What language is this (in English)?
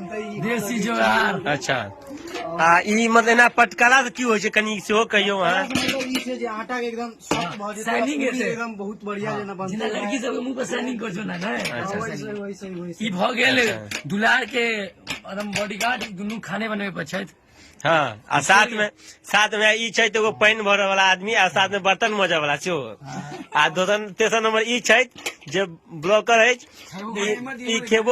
Maithili